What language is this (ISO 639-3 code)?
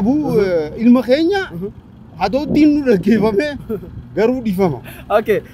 orm